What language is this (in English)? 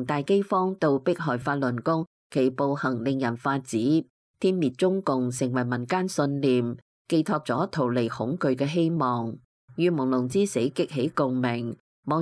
Cantonese